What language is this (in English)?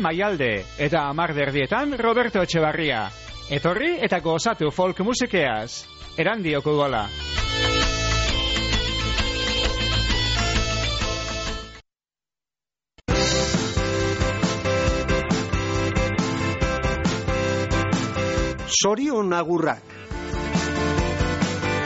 Basque